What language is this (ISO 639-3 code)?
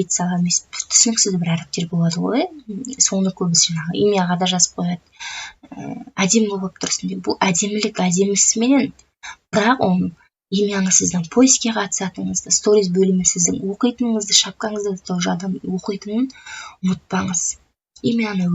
kaz